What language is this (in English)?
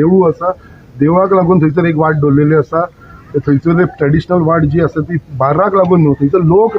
Konkani